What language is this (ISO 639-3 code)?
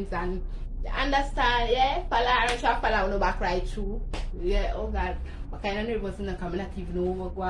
jam